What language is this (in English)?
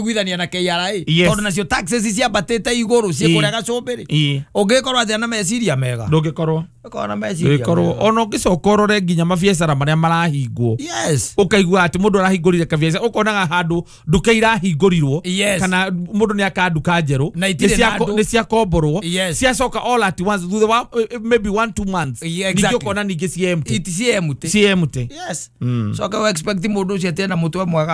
Kikuyu